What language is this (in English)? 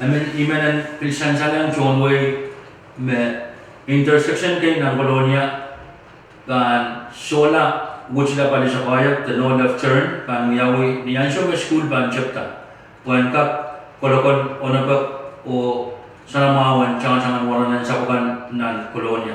Pohnpeian